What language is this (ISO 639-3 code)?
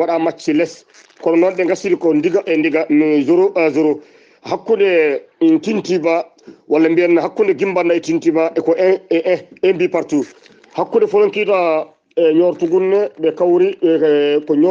ful